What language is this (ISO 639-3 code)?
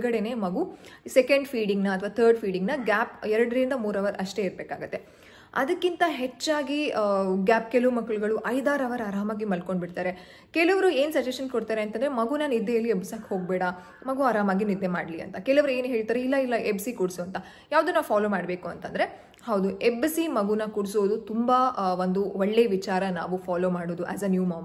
kan